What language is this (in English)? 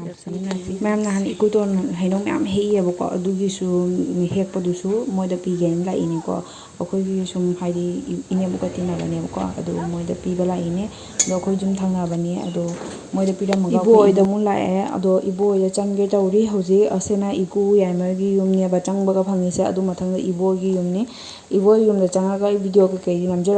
Manipuri